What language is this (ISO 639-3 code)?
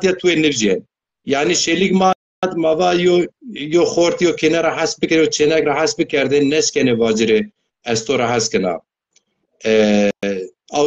zza